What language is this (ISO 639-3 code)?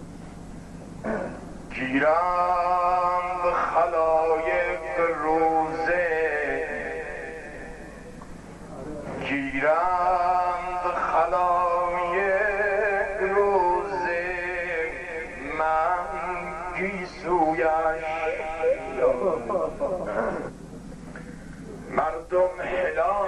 fas